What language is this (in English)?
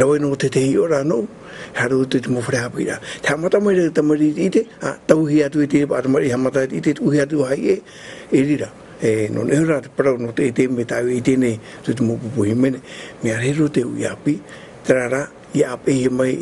Tahitian